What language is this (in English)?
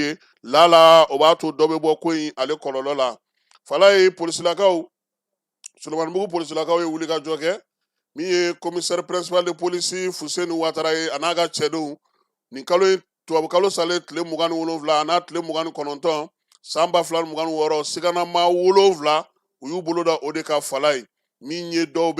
Bambara